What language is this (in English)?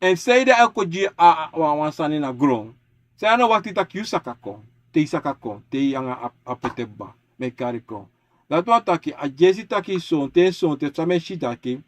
Sranan Tongo